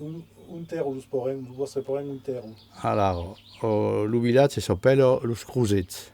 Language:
Occitan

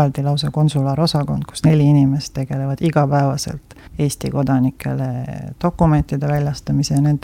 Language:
Estonian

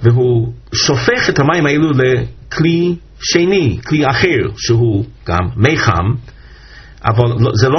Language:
Hebrew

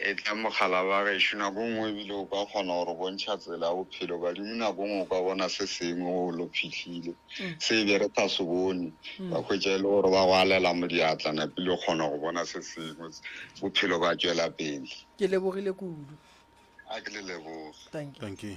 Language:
Northern Sotho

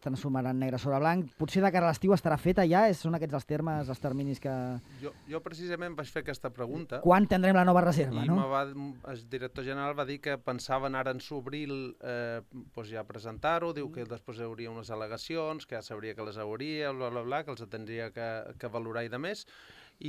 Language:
Catalan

